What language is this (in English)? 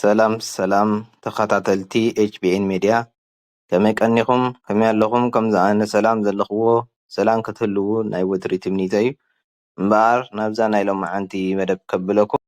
Tigrinya